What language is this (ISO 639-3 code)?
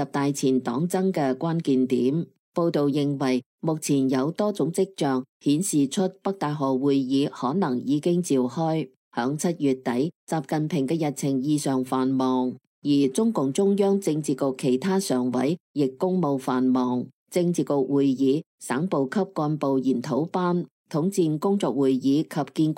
yue